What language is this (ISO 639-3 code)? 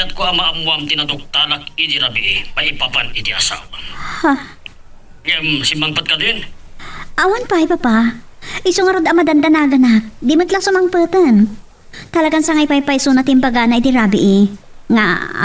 ilo